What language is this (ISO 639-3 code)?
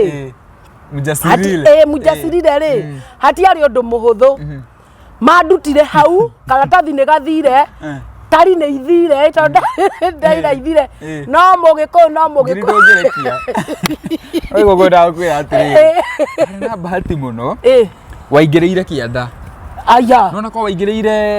kik